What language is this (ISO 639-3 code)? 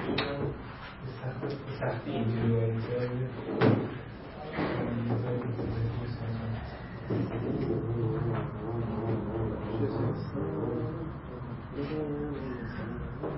fas